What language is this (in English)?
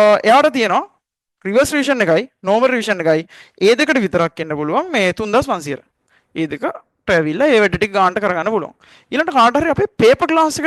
Sinhala